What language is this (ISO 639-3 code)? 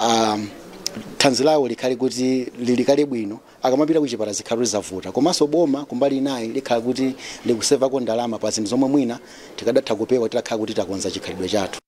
nya